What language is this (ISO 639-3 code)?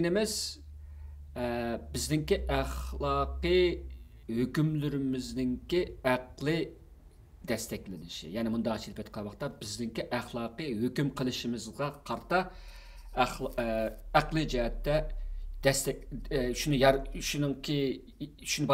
uig